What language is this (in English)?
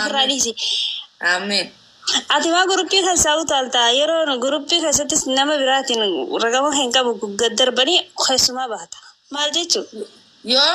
Oromo